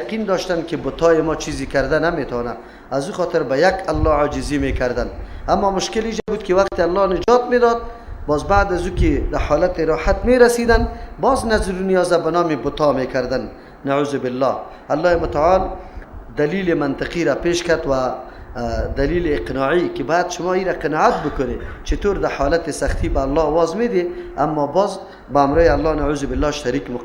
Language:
Persian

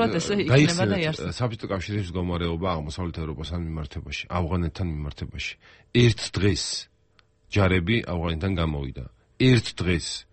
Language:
Georgian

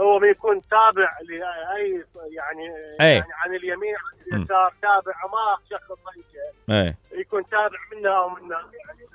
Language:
Mesopotamian Arabic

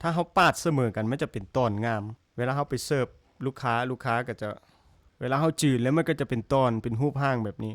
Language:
Lao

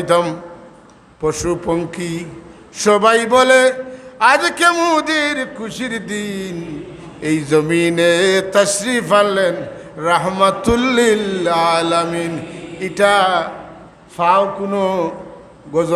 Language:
Sylheti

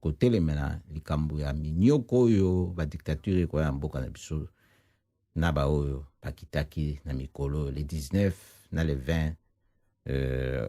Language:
Lingala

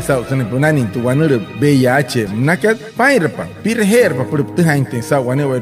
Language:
Wayuu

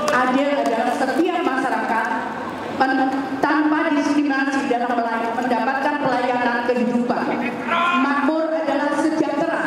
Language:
Indonesian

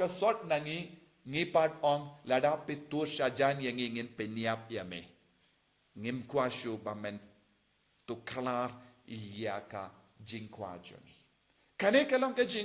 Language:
Khasi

